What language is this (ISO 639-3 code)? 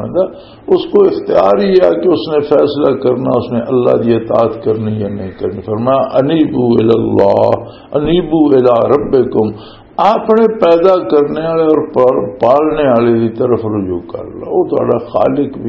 lah